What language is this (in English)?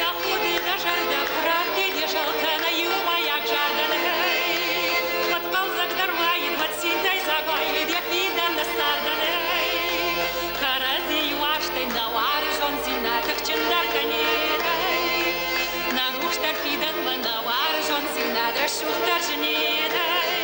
Ossetic